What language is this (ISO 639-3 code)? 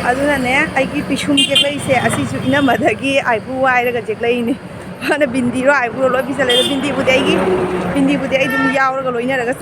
mni